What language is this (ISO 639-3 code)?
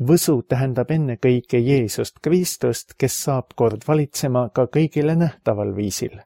est